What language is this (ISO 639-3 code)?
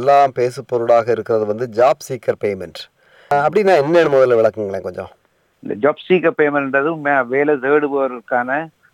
tam